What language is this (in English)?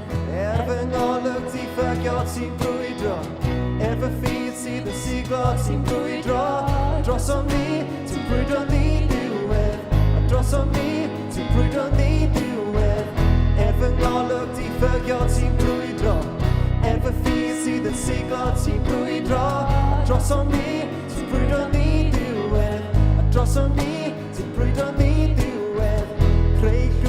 Welsh